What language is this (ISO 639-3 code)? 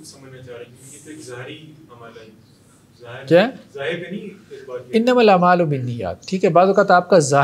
urd